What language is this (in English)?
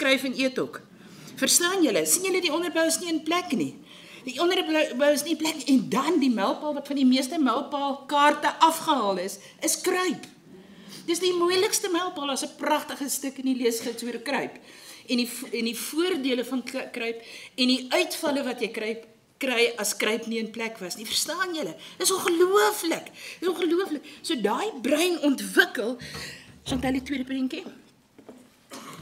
Afrikaans